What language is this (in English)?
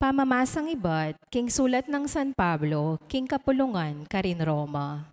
Pampanga